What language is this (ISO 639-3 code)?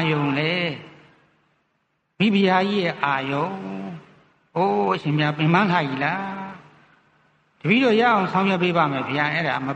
mya